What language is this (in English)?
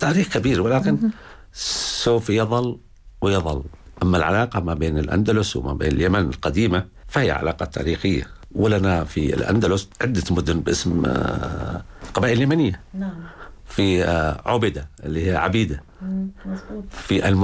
Arabic